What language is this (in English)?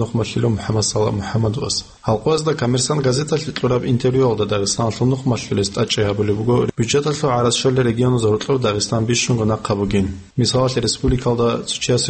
Avaric